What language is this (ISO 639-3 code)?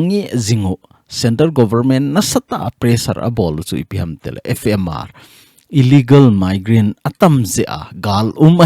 tcz